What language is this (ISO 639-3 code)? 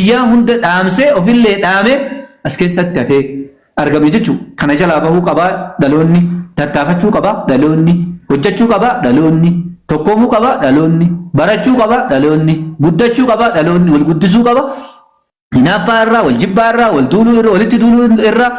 orm